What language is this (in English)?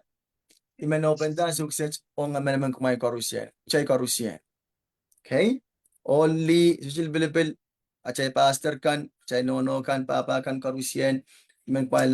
Pohnpeian